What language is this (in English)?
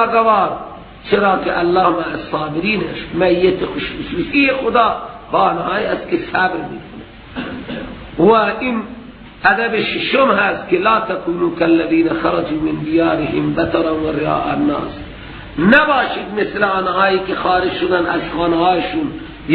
Persian